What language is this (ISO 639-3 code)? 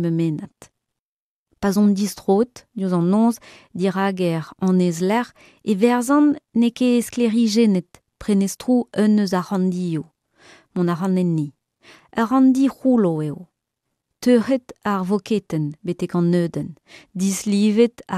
bre